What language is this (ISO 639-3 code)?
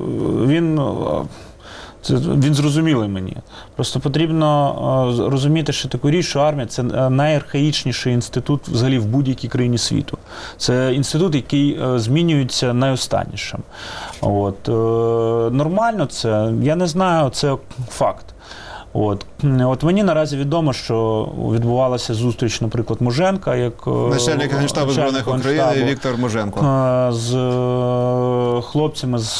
ukr